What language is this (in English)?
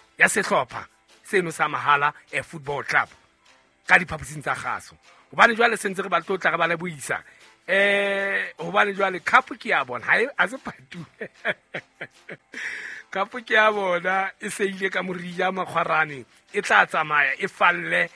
Southern Sotho